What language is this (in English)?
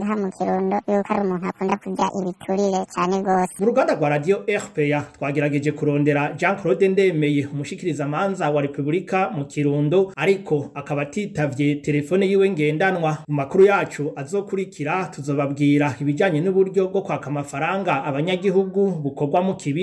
Rundi